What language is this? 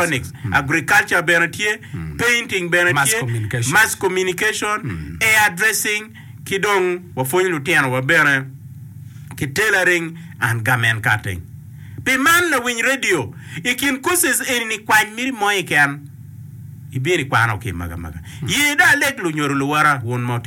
Acoli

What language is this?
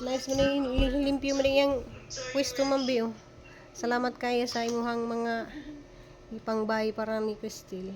Cebuano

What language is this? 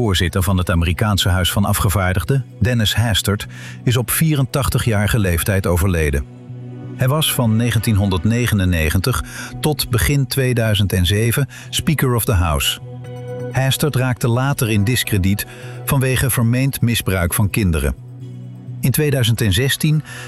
Dutch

